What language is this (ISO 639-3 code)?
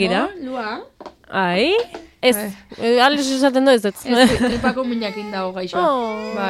eus